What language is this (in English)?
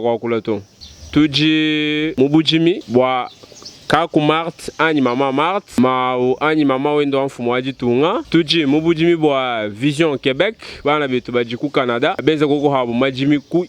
Luba-Lulua